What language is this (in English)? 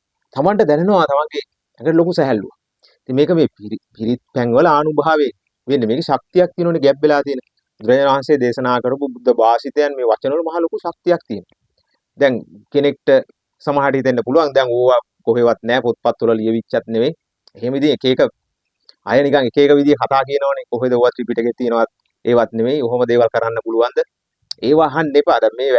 Sinhala